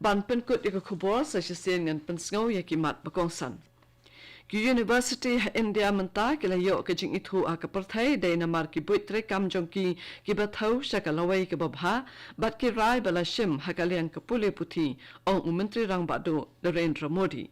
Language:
Khasi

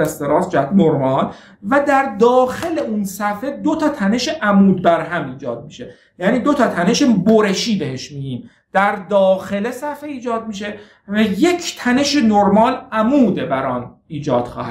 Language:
Persian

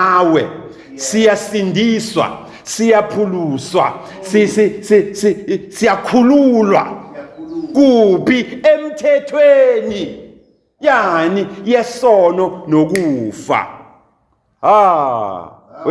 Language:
Zulu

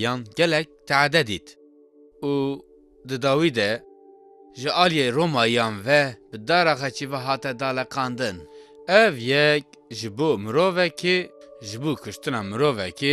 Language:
Kurdish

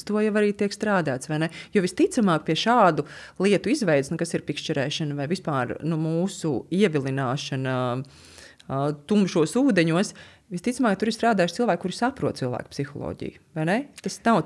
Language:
Latvian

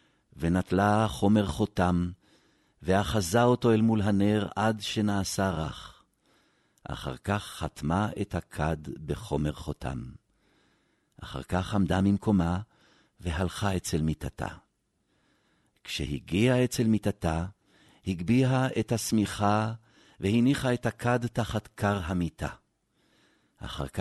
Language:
Hebrew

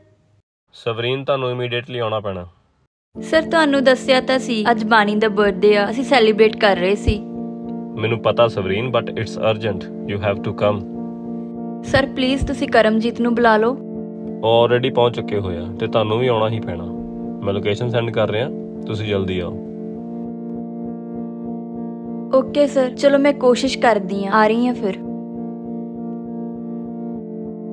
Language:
Punjabi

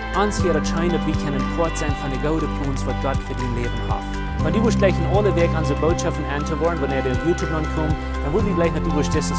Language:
Plautdietsch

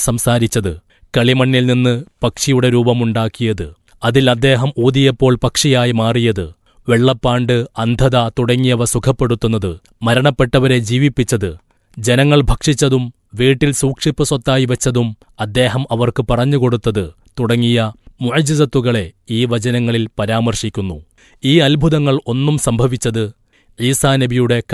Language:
Malayalam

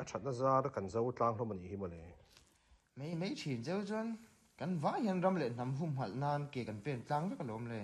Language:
Mizo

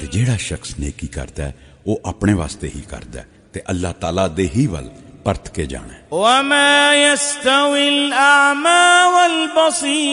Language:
Western Panjabi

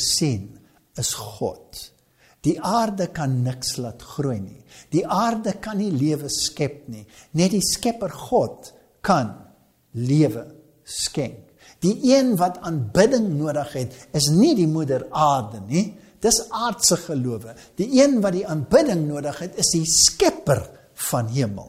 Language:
Afrikaans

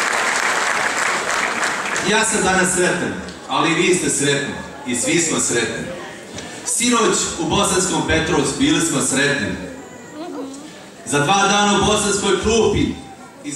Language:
Bosnian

